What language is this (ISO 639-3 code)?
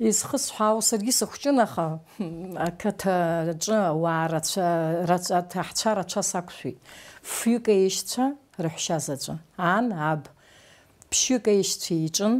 abk